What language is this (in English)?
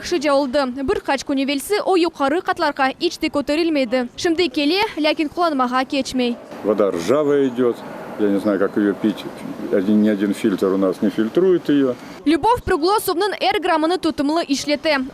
Crimean Tatar